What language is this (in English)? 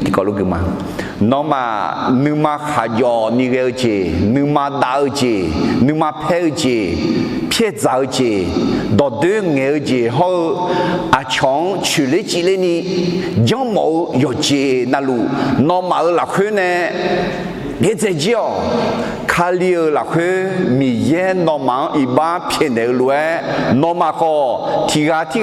Akha